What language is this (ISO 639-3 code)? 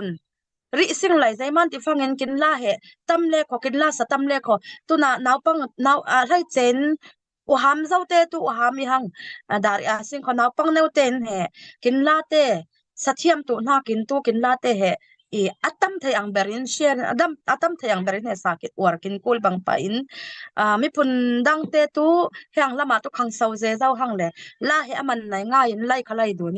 cfm